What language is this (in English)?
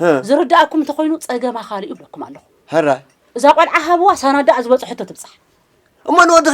Tigrinya